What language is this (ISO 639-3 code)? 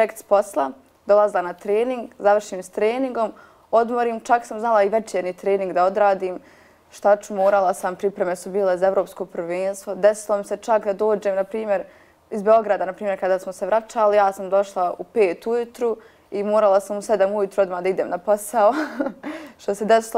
bos